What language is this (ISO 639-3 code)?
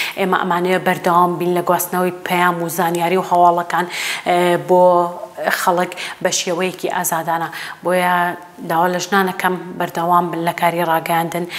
ckb